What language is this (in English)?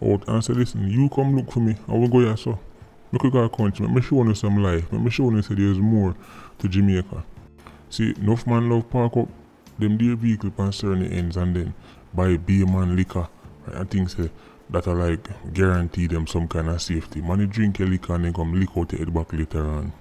Jamaican Creole English